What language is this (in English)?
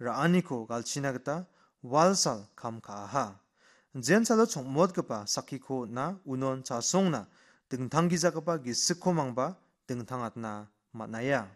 Garo